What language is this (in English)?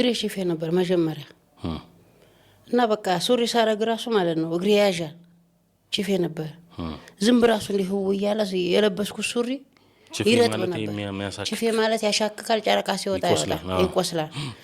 Amharic